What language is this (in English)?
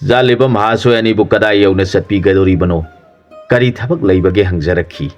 Manipuri